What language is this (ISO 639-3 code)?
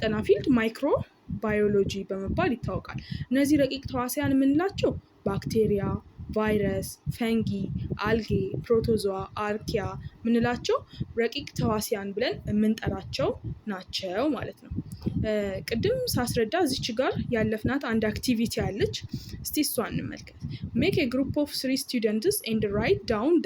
amh